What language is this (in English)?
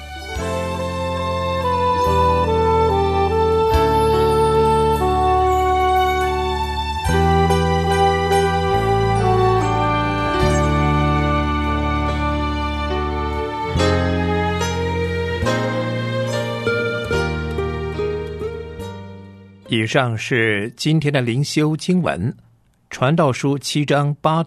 Chinese